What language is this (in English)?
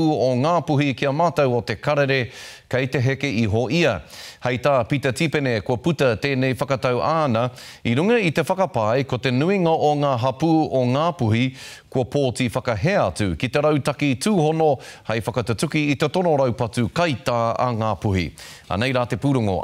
Māori